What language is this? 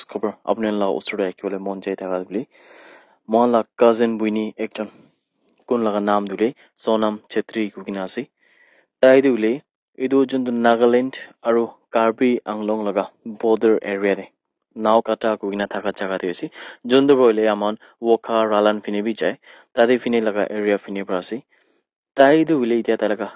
Naga Pidgin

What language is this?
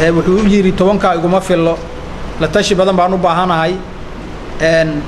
Somali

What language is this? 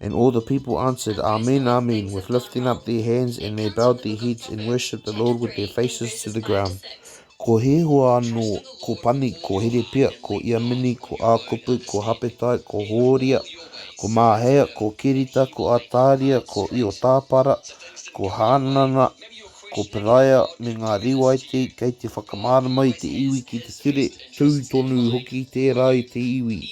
Māori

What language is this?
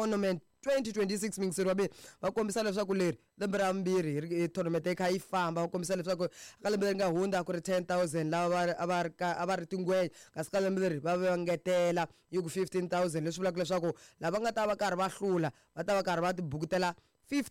Tsonga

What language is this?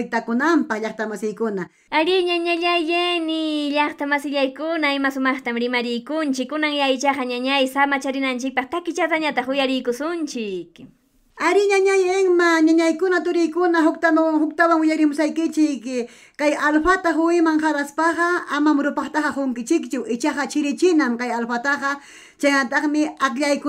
Ayacucho Quechua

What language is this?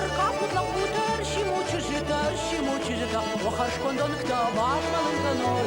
Ossetic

